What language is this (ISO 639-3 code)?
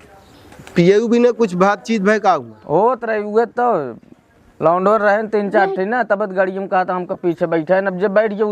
awa